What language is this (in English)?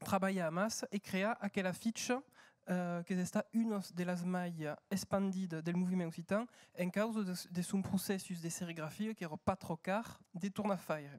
Occitan